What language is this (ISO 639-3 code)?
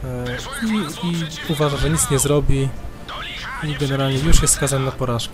pol